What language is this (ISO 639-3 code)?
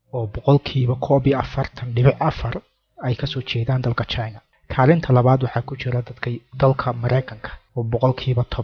som